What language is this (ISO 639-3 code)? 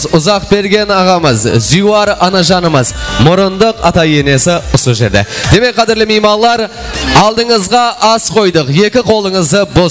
kaa